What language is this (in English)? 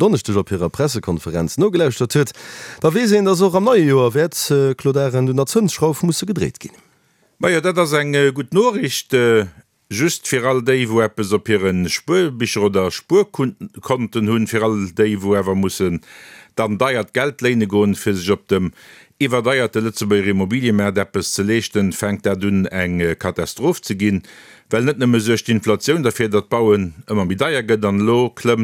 Luxembourgish